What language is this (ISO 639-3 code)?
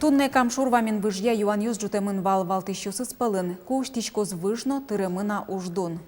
udm